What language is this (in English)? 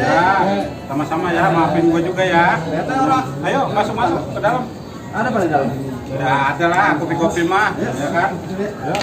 Betawi